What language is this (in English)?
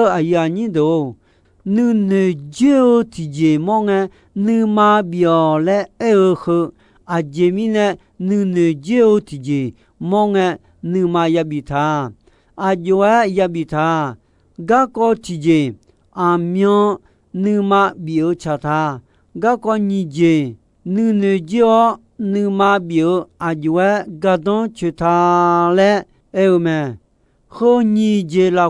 Akha